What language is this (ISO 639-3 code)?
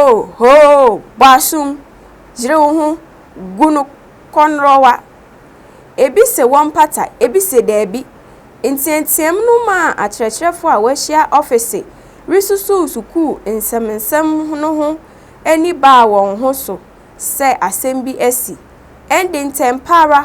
aka